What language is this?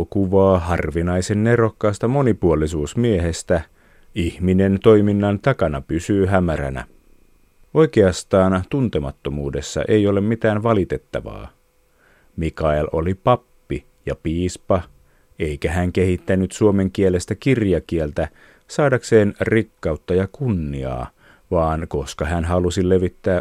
Finnish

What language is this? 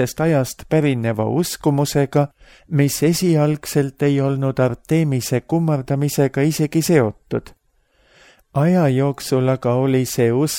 Estonian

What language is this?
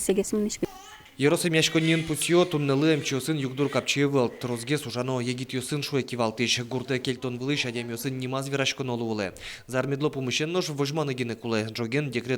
Udmurt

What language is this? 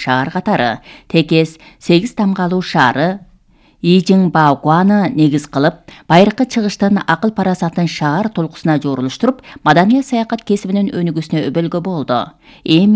Kyrgyz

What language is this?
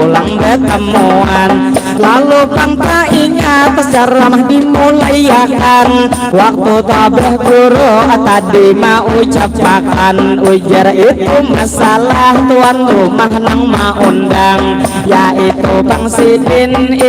Banjar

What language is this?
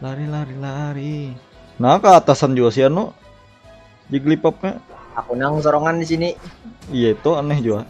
Banjar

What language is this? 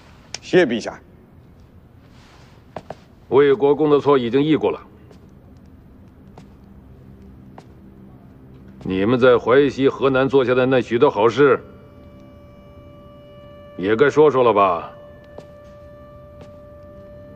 Chinese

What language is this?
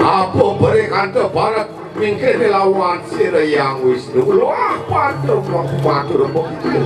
Balinese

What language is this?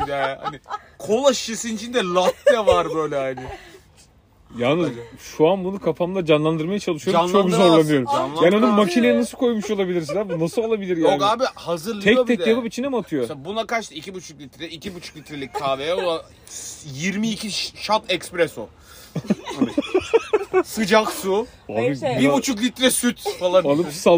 Turkish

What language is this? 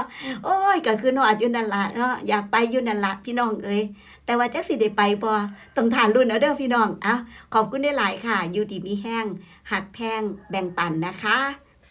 Northeastern Thai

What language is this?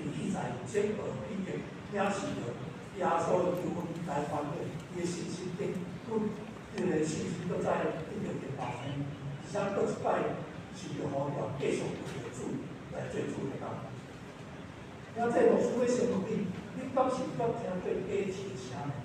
Min Nan Chinese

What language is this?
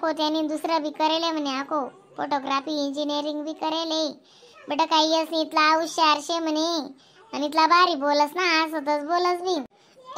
Khandesi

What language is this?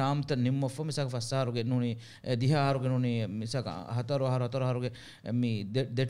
Divehi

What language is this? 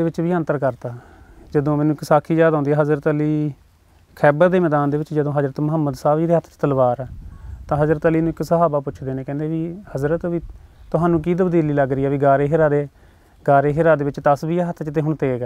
Punjabi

